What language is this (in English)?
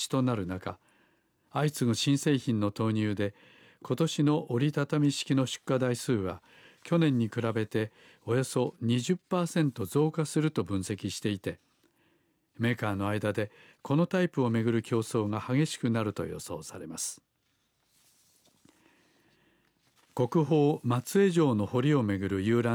Japanese